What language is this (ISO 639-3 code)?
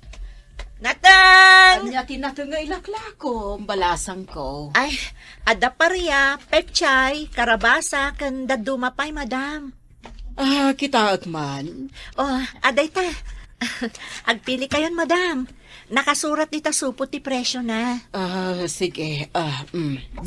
ilo